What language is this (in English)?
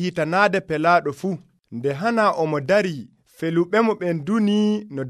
Nigerian Fulfulde